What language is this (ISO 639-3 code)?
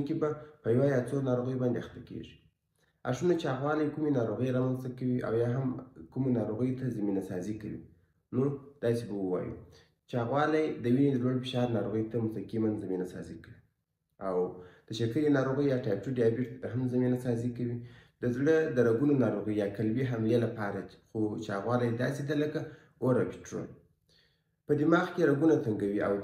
pus